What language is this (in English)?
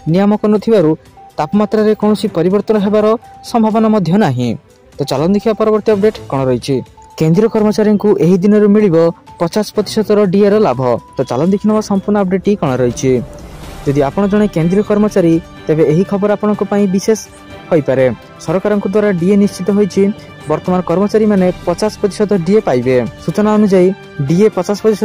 Odia